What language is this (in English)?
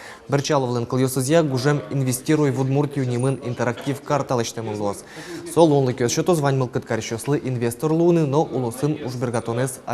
Udmurt